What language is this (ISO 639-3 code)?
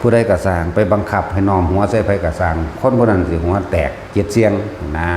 tts